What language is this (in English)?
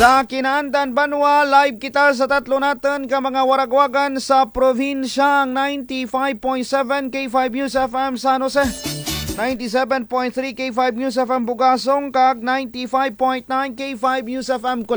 Kinaray-a